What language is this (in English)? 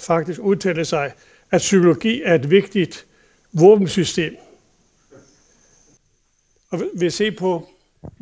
Danish